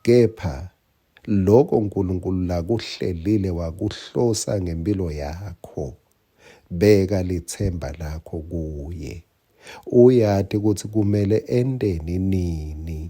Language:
Swati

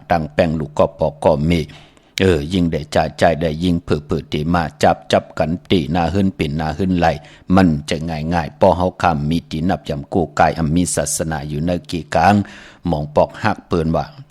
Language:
Shan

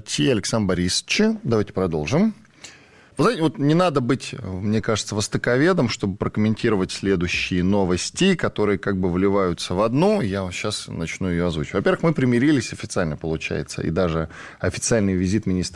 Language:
Russian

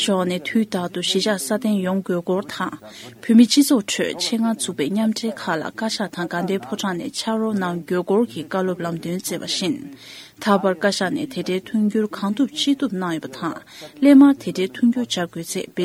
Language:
Tibetan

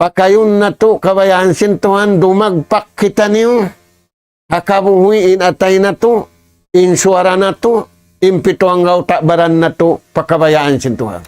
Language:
Tausug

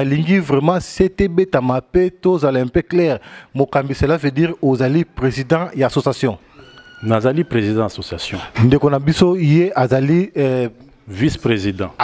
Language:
Lingala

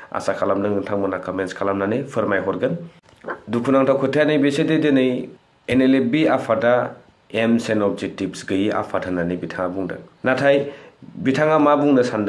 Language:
Bodo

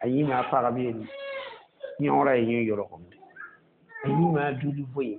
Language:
Mossi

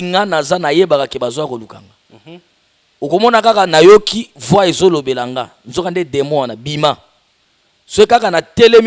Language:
Lingala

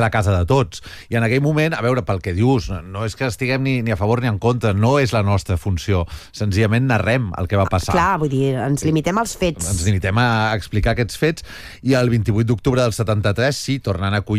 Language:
Catalan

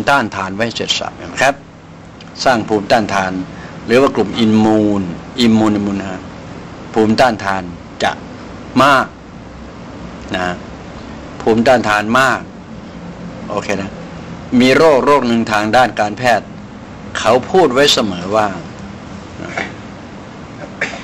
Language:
Thai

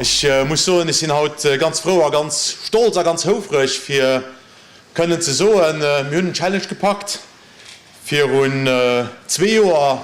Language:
Luxembourgish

